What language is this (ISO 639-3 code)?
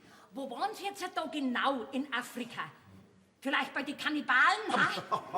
bar